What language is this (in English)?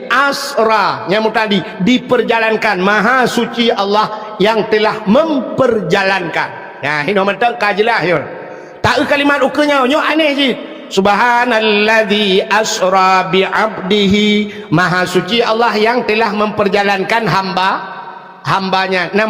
Achinese